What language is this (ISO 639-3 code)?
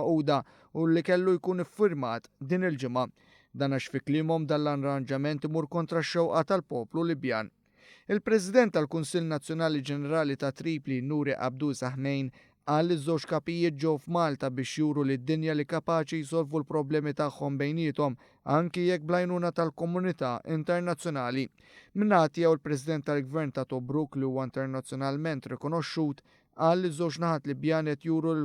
mlt